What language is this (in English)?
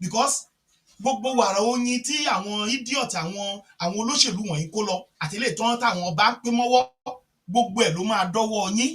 Yoruba